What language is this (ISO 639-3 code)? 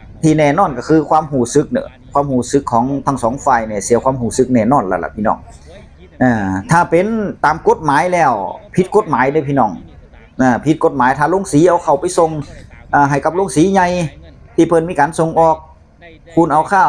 tts